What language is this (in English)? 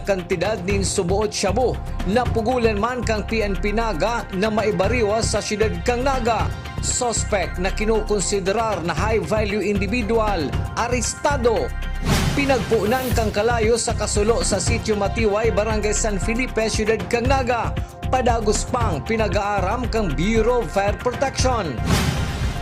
Bikol